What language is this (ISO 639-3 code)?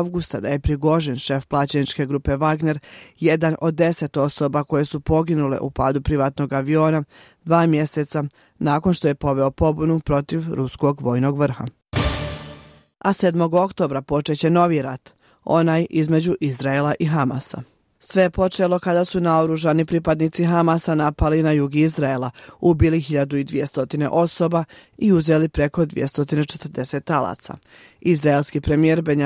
bos